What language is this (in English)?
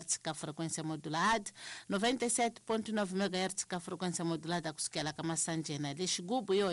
Tsonga